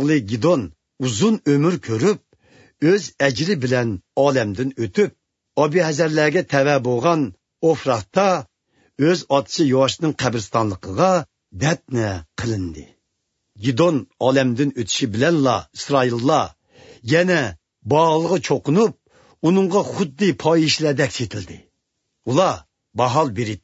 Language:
Uyghur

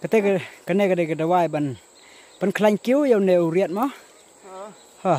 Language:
Khasi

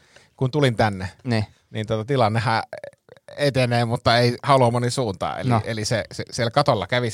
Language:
Finnish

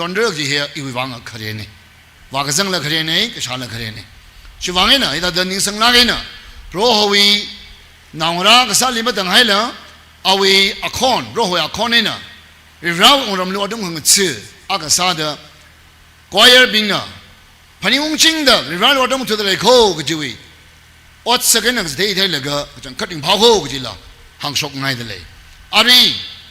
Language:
Tangkhul Naga (India)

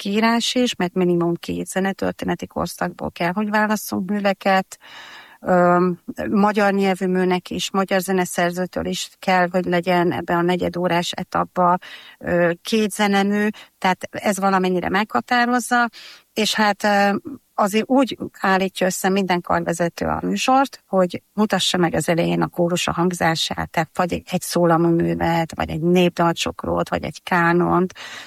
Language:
Hungarian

